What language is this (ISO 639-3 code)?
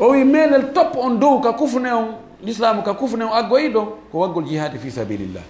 ful